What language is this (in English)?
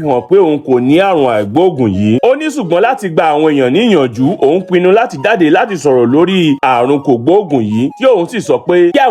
Yoruba